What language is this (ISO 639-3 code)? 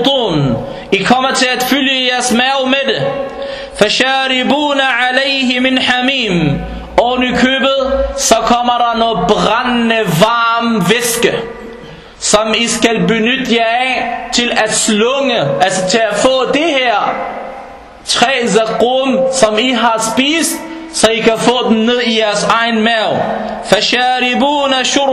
dan